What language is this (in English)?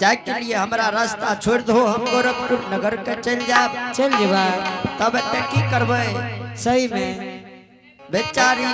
Angika